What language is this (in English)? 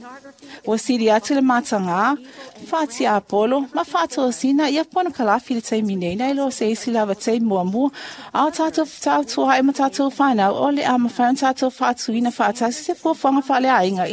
Samoan